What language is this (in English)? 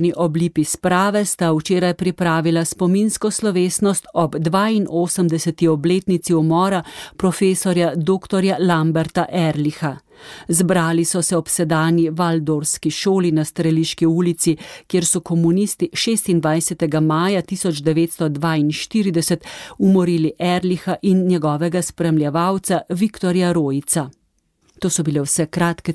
Slovenian